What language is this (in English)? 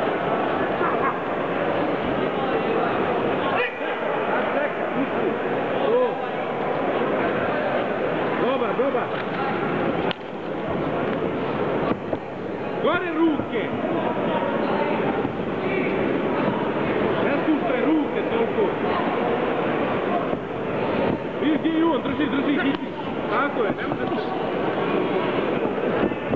Croatian